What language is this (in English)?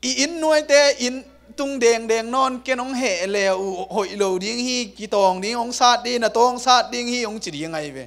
Tedim Chin